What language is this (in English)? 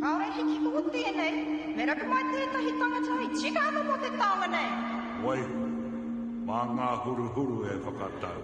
Māori